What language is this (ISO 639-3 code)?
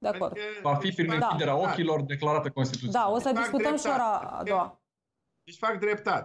ron